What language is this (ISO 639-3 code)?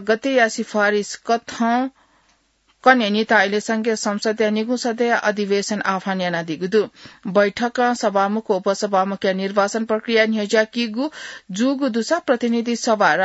new